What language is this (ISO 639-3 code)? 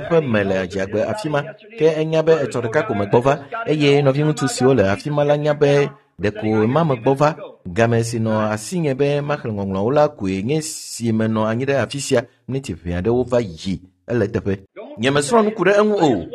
ewe